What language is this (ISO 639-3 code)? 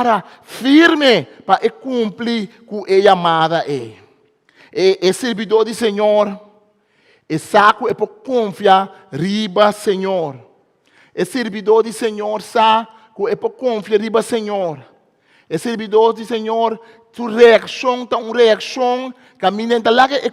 pap